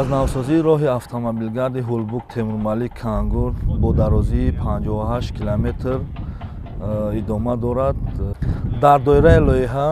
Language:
Tajik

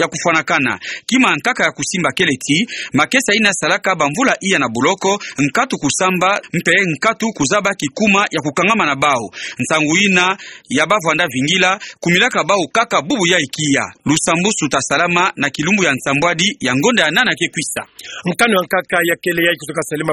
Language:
Kituba (Democratic Republic of Congo)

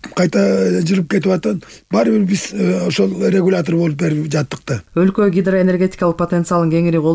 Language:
Kyrgyz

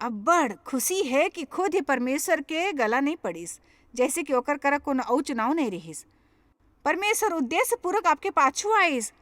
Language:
Chhattisgarhi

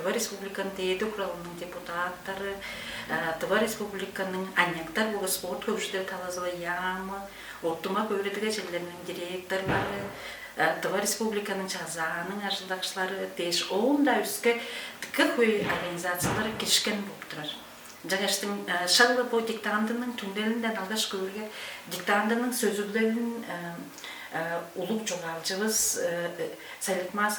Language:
Tuvinian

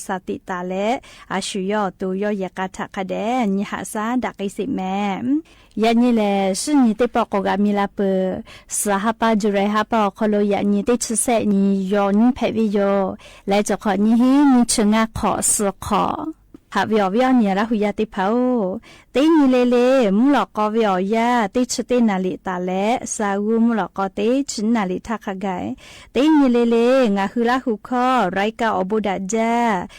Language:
Lahu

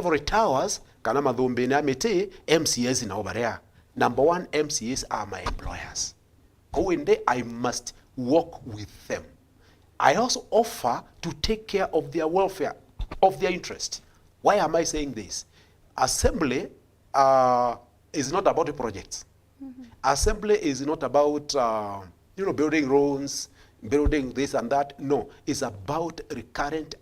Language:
Meru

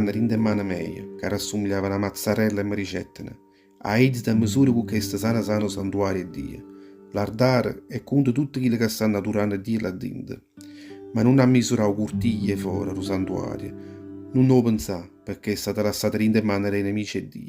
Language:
Neapolitan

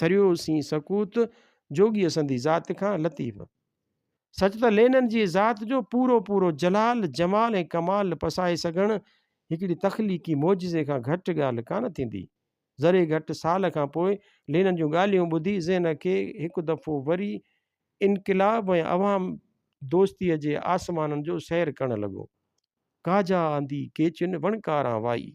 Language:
Sindhi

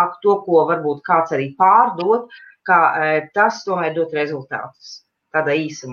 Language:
Latvian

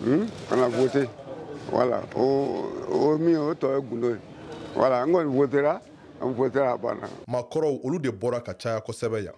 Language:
Bambara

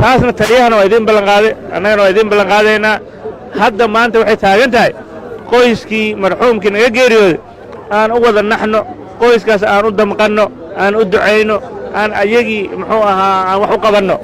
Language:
Somali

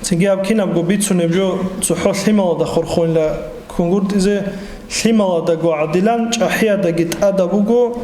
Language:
Avaric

